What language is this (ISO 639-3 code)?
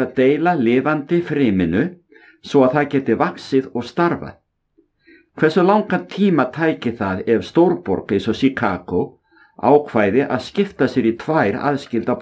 isl